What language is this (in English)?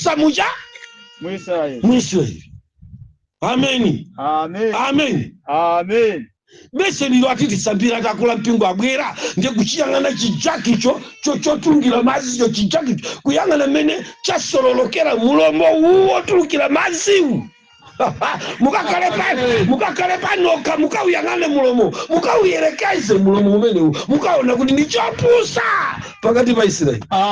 Nyanja